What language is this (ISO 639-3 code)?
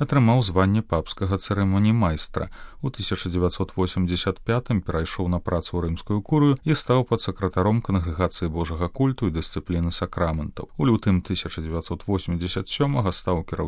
bel